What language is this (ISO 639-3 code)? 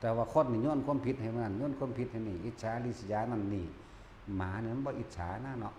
tts